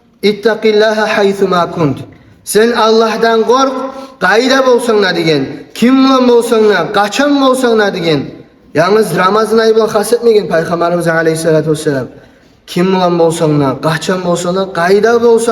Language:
Kumyk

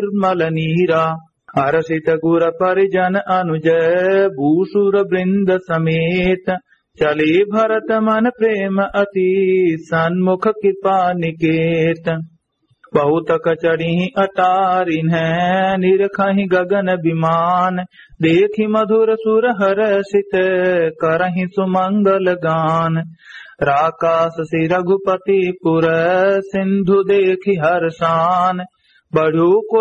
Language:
Awadhi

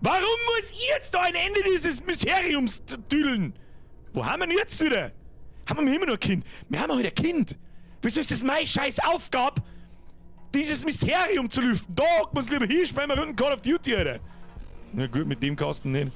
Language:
Bavarian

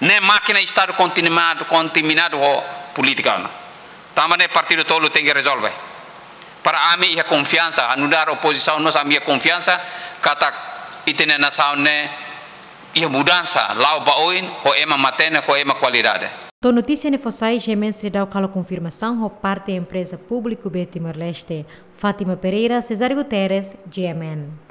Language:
Tetum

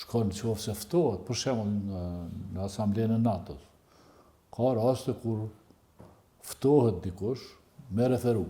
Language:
Albanian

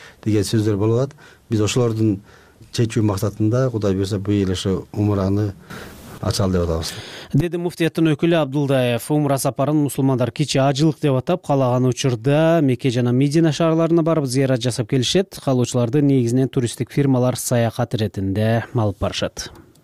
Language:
Kyrgyz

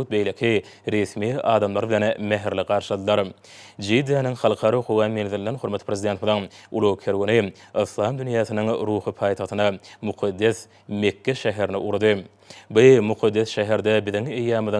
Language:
Turkmen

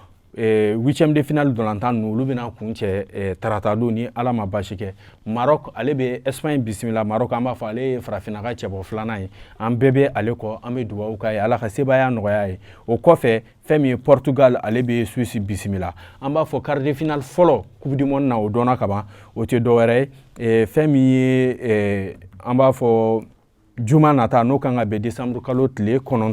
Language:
Bambara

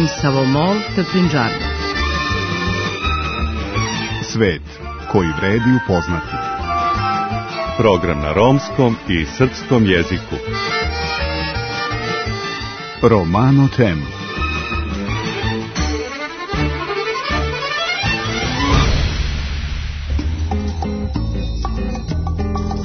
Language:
Serbian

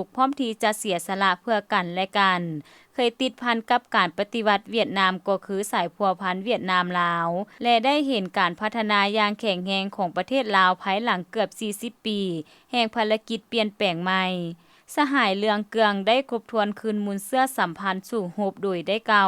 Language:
Lao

